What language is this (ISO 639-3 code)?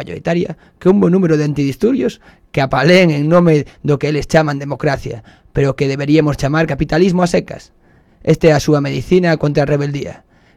glg